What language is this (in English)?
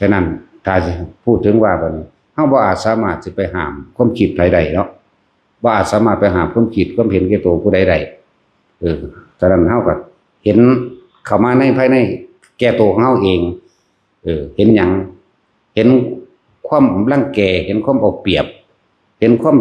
Northeastern Thai